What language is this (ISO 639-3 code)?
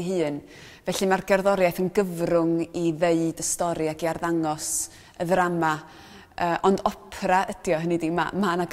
cym